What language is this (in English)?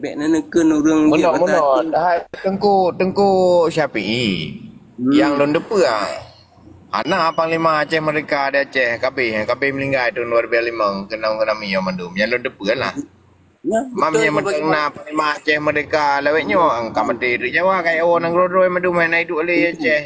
Achinese